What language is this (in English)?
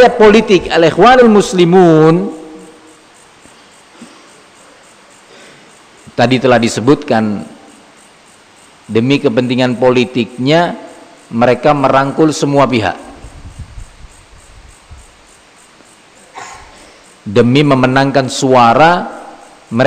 Indonesian